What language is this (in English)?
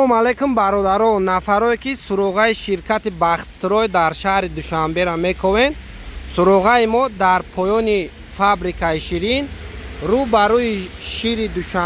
Tajik